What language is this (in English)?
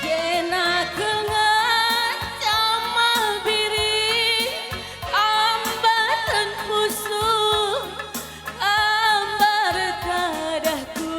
Batak Karo